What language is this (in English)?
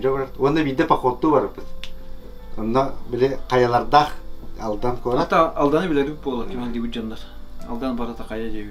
Yakut